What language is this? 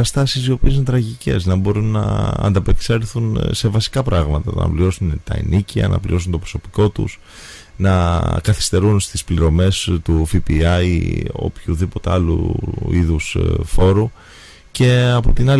Greek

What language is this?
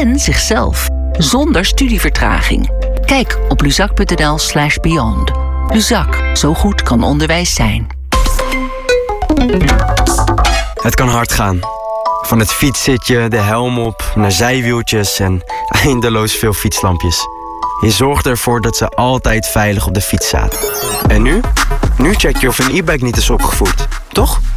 Dutch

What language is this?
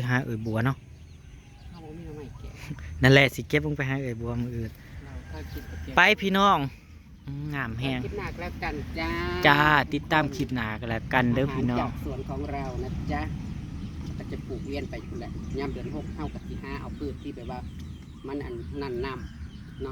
Northeastern Thai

